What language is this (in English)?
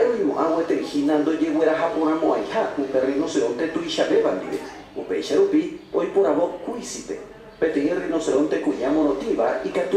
Guarani